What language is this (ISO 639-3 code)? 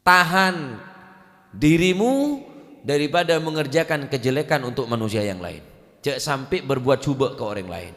mad